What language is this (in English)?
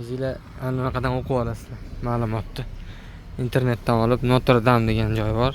Uzbek